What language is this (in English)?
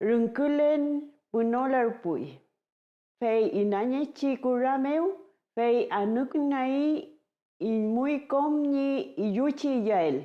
Mapuche